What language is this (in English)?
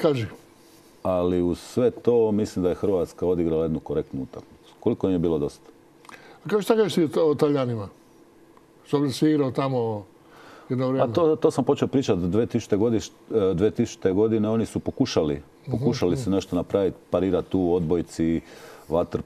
Croatian